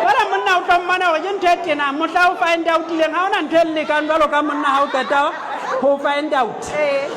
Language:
Southern Sotho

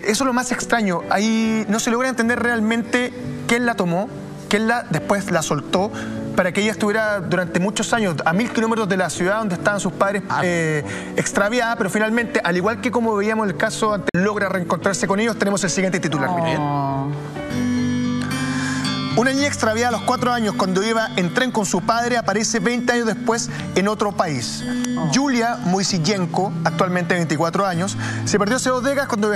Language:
Spanish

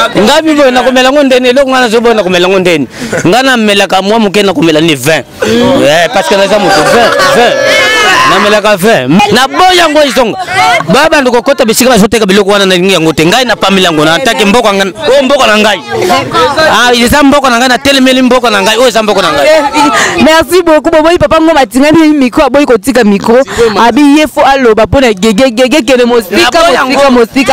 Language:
Lingala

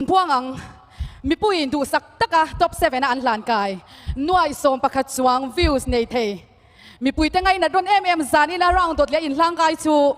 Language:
Mizo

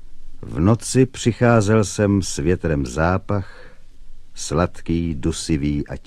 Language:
Czech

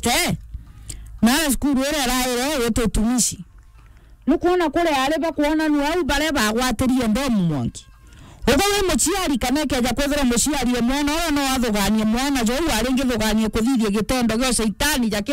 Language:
Meru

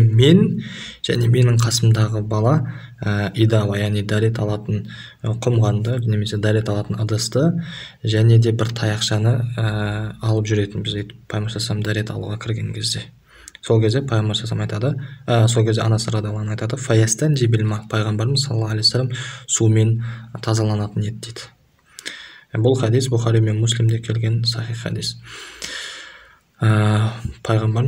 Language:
Kazakh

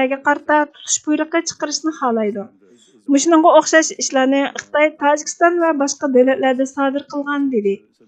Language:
Uyghur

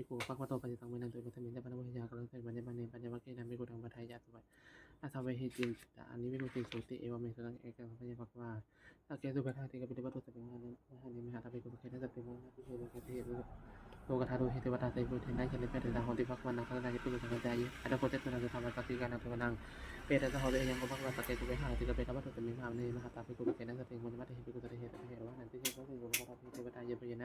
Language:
Pali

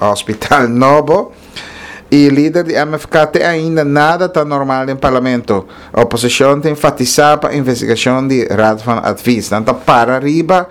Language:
Papiamento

